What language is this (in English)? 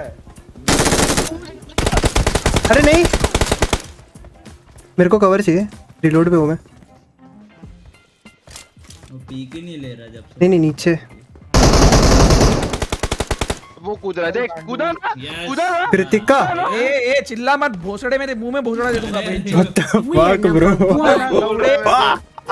Hindi